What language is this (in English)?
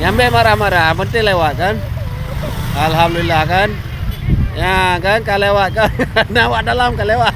Achinese